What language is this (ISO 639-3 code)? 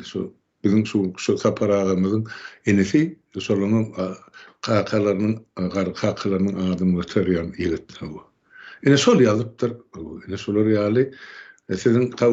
tuk